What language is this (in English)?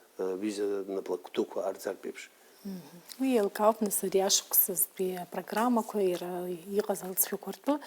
Abkhazian